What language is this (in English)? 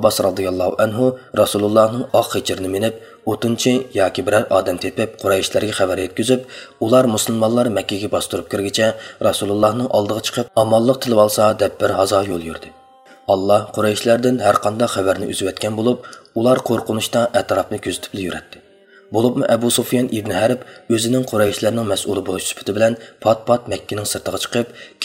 Uyghur